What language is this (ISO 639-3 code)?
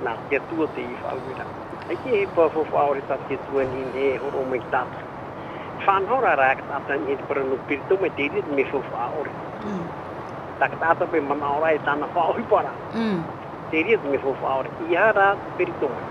tah